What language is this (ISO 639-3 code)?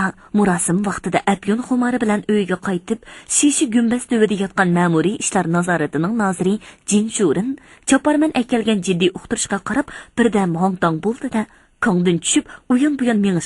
uig